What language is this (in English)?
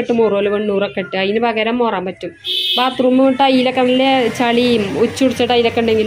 Malayalam